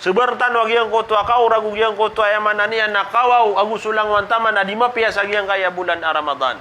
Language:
Maranao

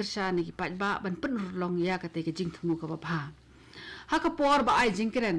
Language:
Khasi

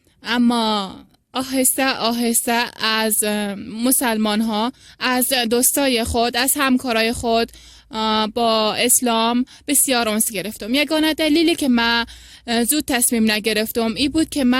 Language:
Persian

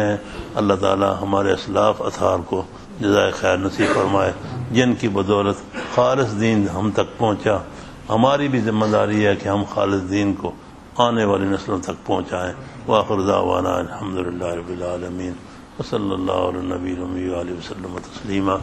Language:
Urdu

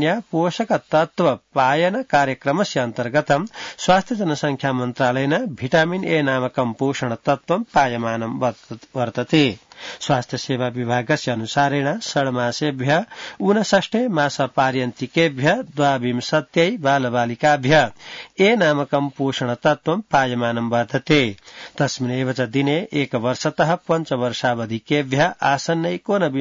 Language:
Sanskrit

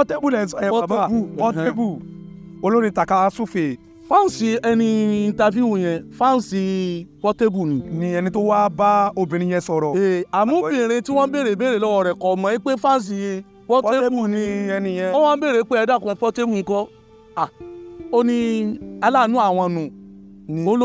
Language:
Yoruba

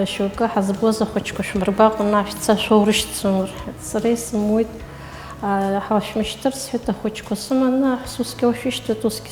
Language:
Abkhazian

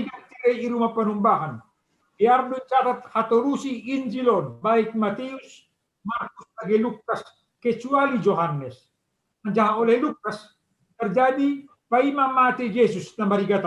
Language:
Batak Simalungun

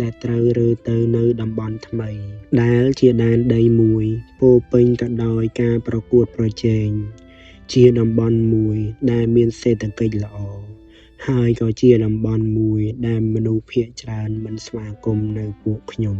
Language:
Khmer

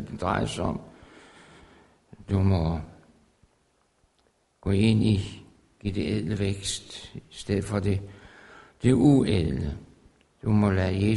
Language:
Danish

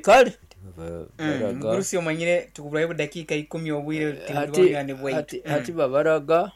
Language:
Nyoro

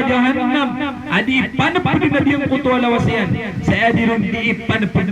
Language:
Maranao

